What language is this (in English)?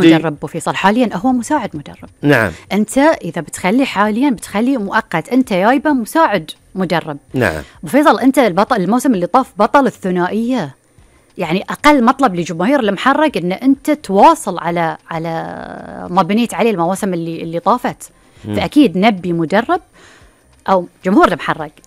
Gulf Arabic